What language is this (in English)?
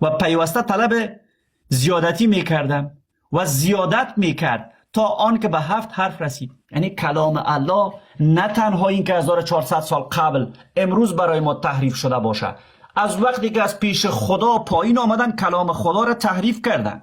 Persian